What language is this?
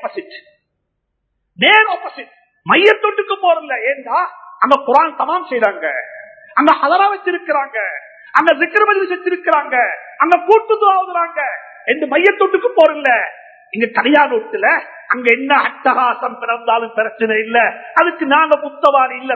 Tamil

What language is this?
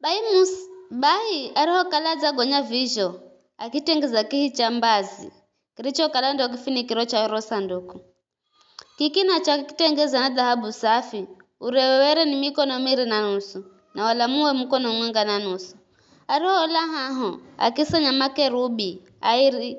Giryama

